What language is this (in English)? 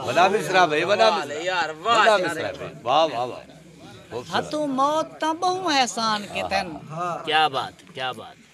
Saraiki